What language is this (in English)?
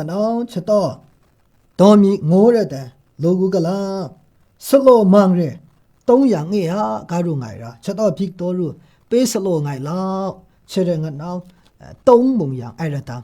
Maru